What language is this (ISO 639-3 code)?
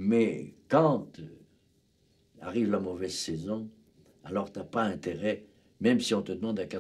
fra